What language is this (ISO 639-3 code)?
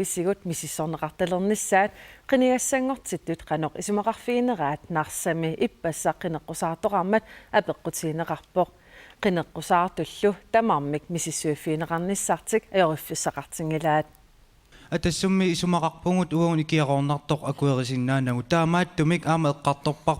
kal